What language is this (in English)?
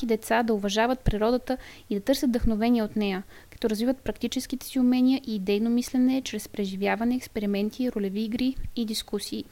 Bulgarian